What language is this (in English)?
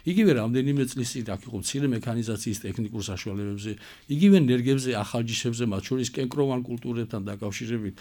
Georgian